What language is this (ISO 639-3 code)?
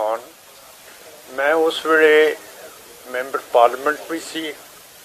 pan